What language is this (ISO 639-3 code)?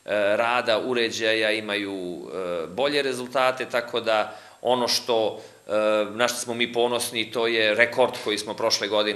srp